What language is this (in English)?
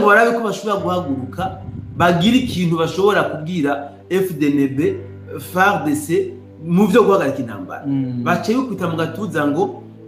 Rundi